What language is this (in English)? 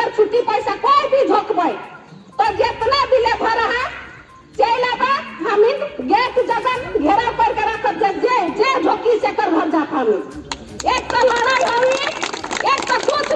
Sadri